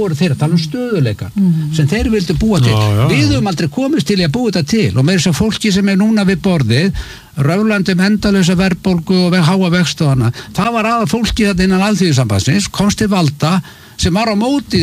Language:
Icelandic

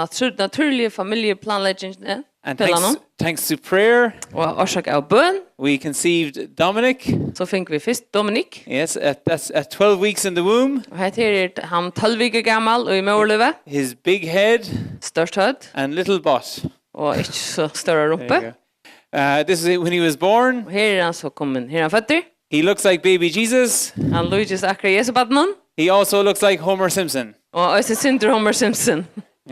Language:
Faroese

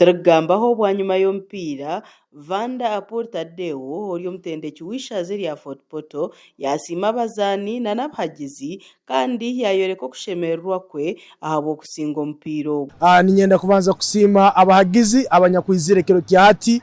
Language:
Nyankole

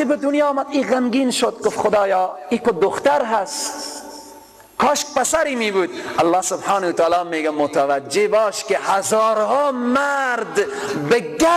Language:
Persian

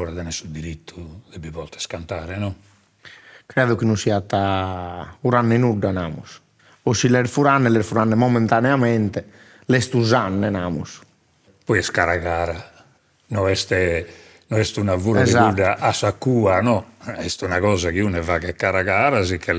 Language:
Sardinian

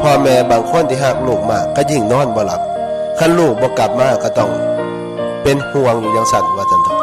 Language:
Northeastern Thai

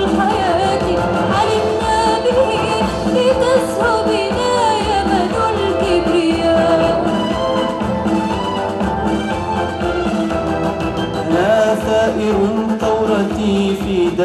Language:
Arabic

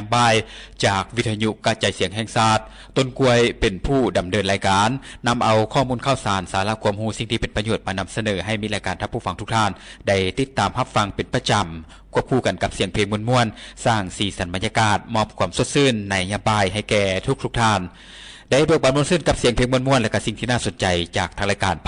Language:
Lao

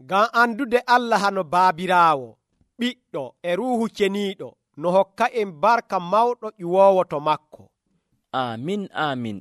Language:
Nigerian Fulfulde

